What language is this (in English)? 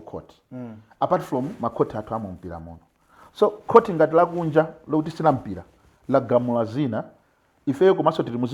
Nyanja